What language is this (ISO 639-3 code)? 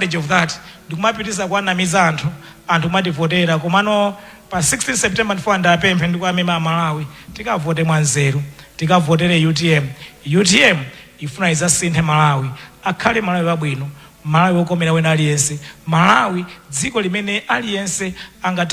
nya